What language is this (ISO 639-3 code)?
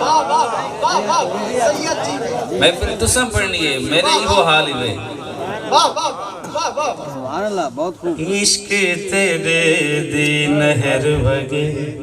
skr